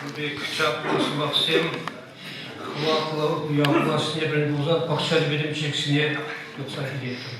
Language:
Chuvash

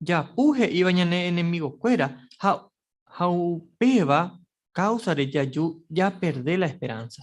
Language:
Guarani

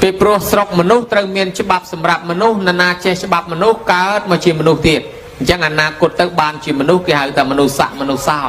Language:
Khmer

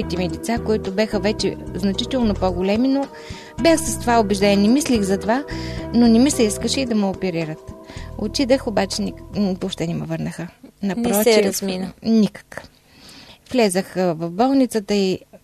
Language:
Bulgarian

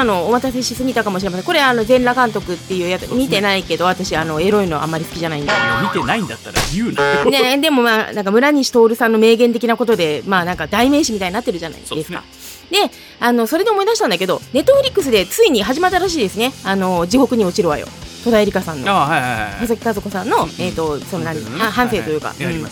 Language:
Japanese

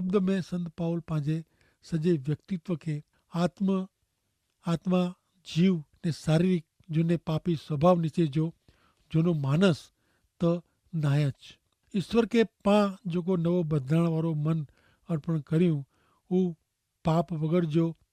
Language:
Kachhi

